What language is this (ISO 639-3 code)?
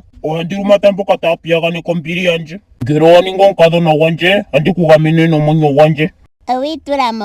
ndo